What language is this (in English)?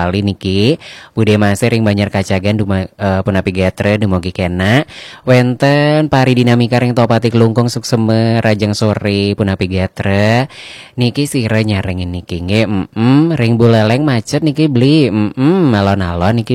Balinese